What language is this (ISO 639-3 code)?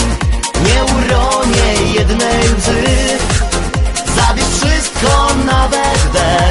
pol